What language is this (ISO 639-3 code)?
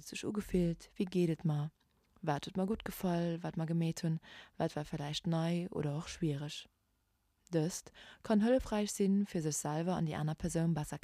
ltz